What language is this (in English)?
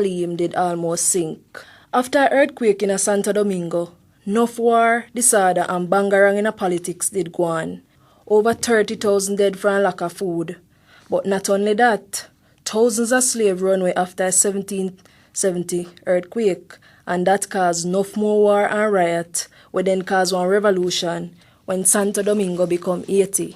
Jamaican Creole English